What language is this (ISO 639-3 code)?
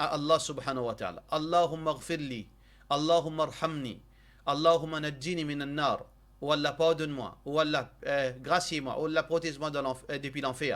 mfe